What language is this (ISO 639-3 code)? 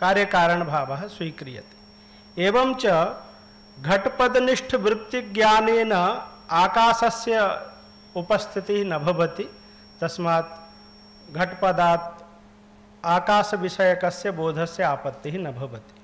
san